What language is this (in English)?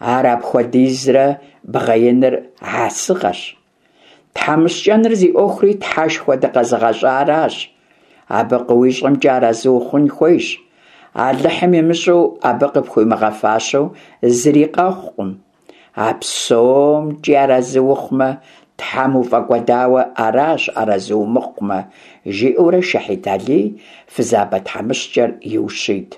Kabardian